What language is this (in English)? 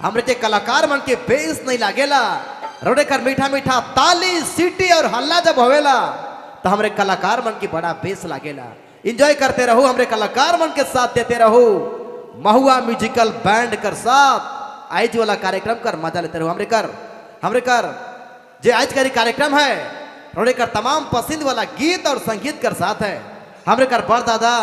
Sadri